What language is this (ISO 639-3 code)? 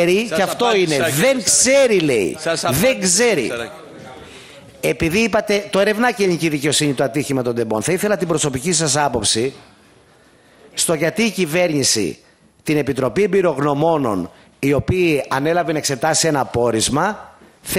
ell